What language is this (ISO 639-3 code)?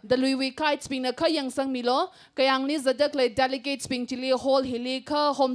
nmf